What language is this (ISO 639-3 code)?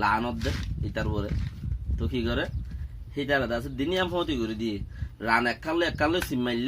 rhg